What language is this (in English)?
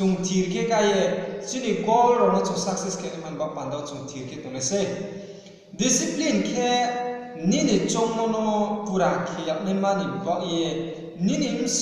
Riang (India)